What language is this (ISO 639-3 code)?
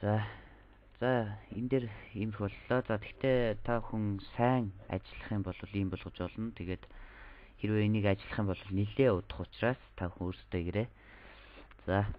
mon